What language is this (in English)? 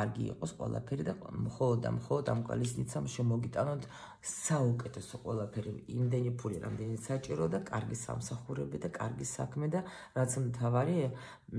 Georgian